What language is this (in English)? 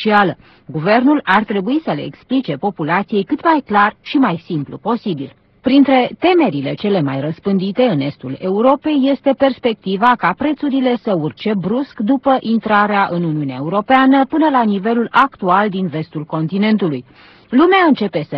Romanian